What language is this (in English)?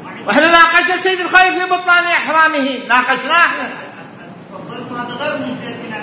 Mesopotamian Arabic